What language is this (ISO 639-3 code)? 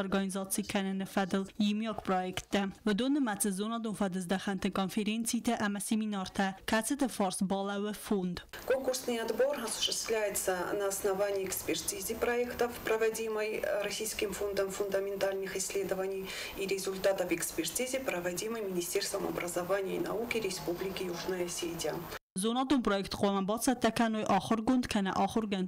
oss